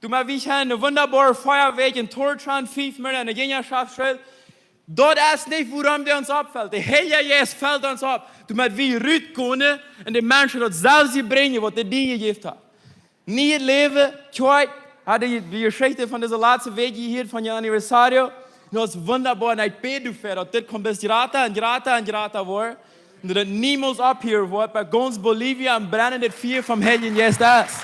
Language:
Plautdietsch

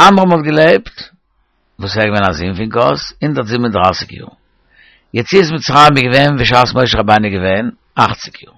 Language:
Yiddish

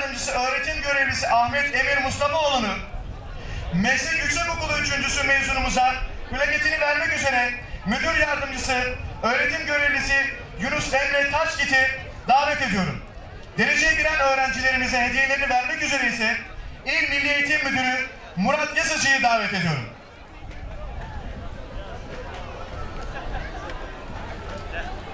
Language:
Turkish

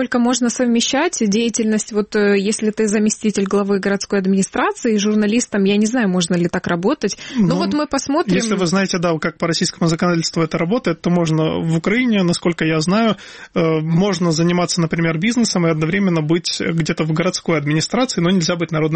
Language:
Russian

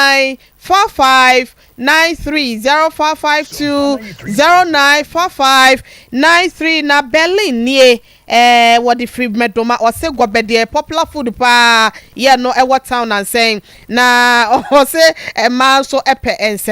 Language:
Akan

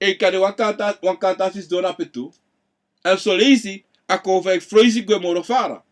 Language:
Sranan Tongo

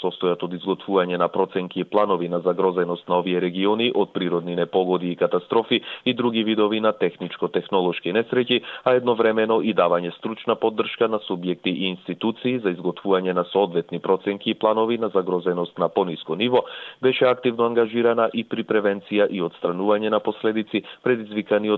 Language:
Macedonian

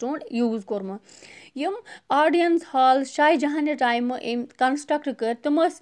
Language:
Kashmiri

